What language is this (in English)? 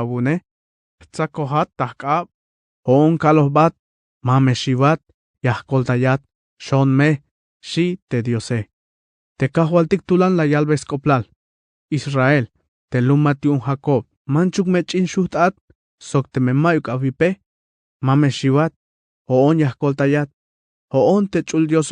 Tzeltal